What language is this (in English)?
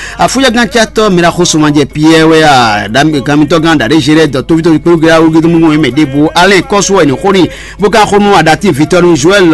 Fon